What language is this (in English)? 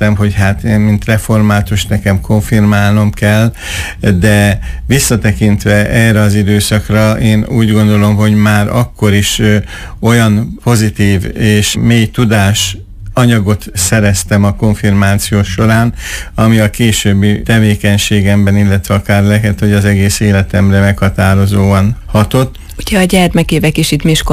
Hungarian